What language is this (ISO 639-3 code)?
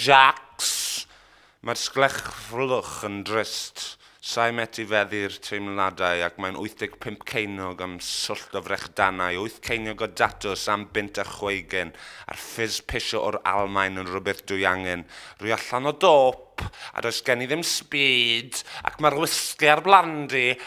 cym